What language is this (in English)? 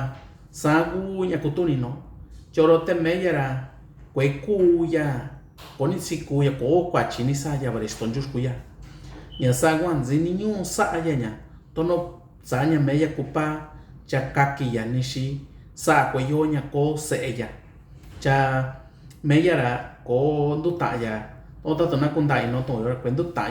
Mixtepec Mixtec